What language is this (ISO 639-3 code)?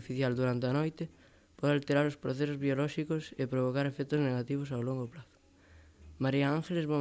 glg